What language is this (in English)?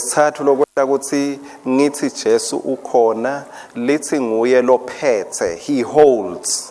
Swati